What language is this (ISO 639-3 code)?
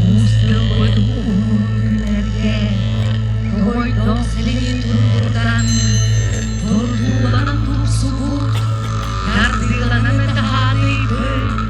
sah